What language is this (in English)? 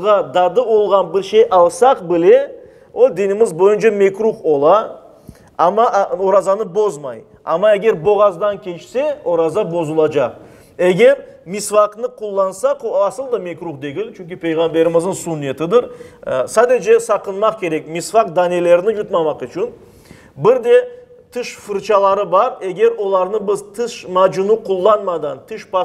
Crimean Tatar